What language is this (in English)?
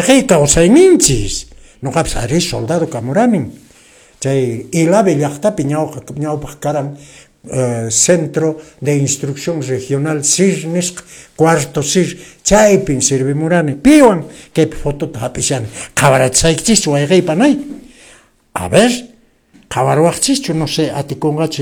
Quechua